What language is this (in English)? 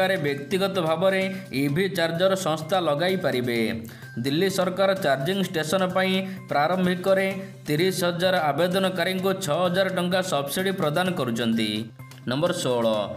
Odia